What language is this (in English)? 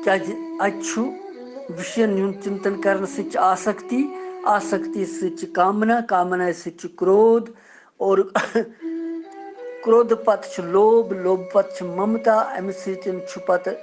Kashmiri